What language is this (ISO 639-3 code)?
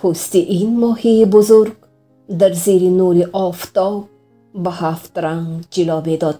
tgk